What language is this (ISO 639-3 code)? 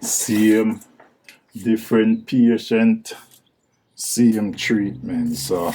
jam